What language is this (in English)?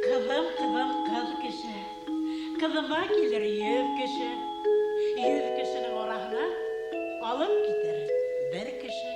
Bashkir